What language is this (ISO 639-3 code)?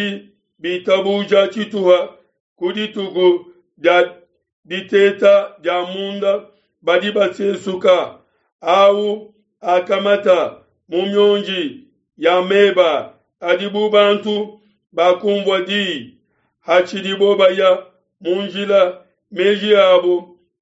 lua